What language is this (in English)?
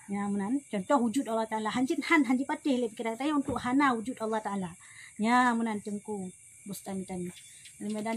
Achinese